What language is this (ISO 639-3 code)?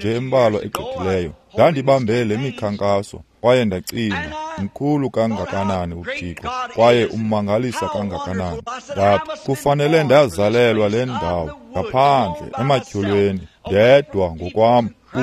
xho